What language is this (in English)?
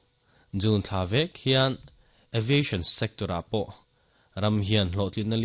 Mizo